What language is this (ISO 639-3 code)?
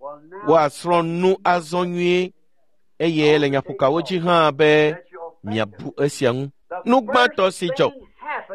ewe